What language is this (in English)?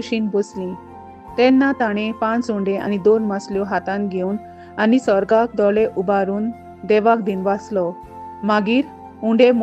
Konkani